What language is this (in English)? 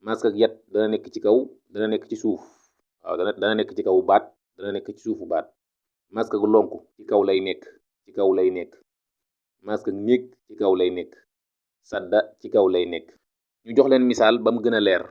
Wolof